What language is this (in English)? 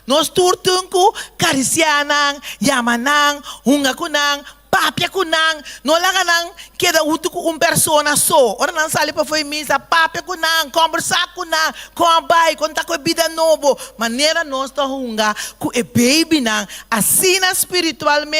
Papiamento